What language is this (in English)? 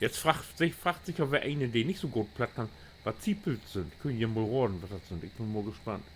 Low German